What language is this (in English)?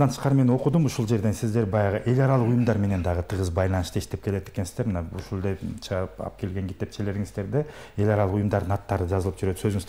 Kyrgyz